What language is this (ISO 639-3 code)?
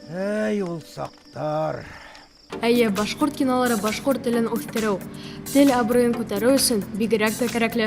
bak